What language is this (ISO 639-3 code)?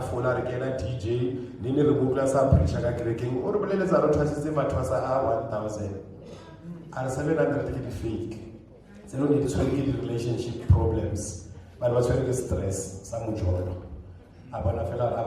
sot